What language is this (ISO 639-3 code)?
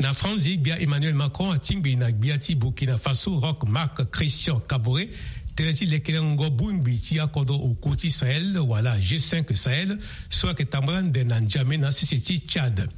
sag